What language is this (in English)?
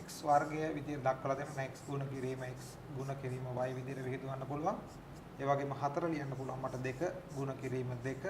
Sinhala